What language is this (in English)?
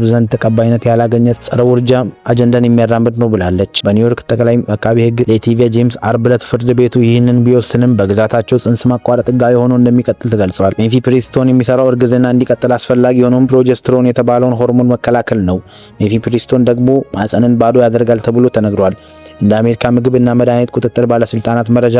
Amharic